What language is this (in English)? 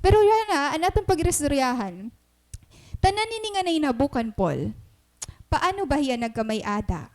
Waray